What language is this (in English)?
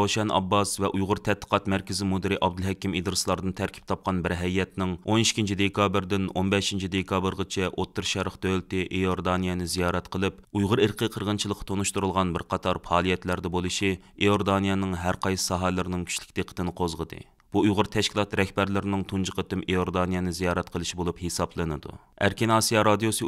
Uyghur